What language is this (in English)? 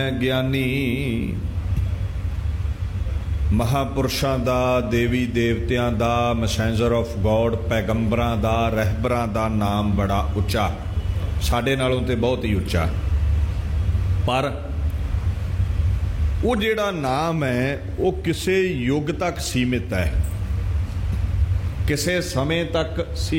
Punjabi